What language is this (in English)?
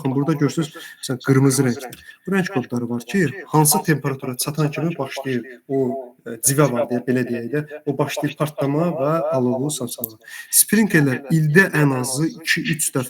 Azerbaijani